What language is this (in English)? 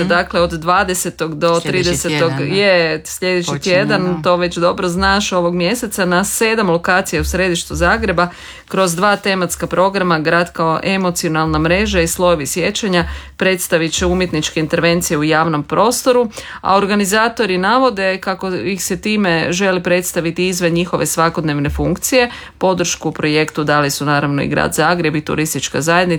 Croatian